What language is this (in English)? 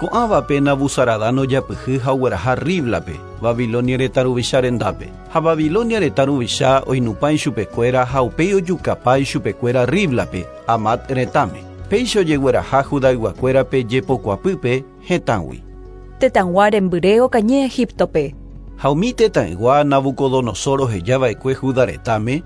Guarani